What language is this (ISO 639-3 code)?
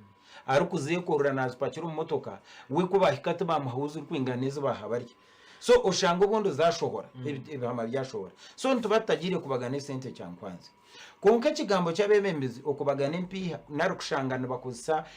nyn